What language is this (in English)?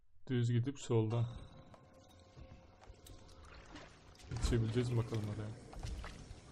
Turkish